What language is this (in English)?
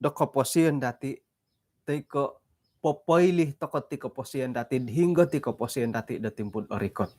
Central Dusun